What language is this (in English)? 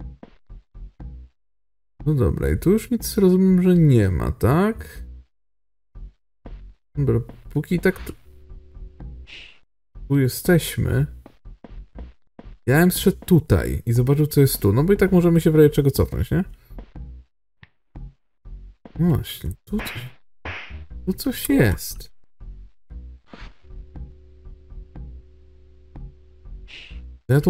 Polish